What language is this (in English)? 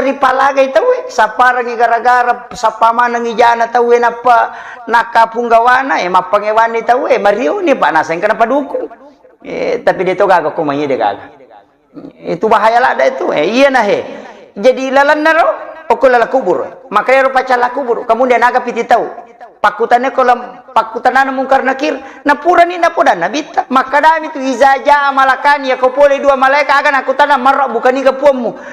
Buginese